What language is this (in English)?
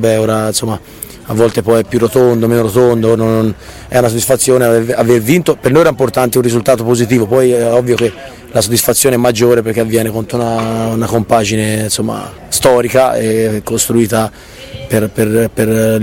Italian